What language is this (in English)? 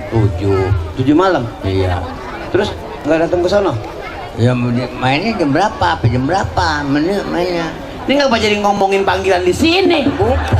Betawi